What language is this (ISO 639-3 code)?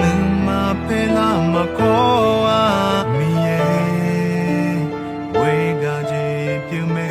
ahk